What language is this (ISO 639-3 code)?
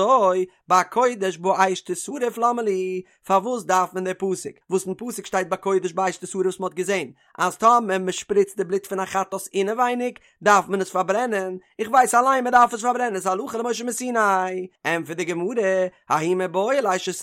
yid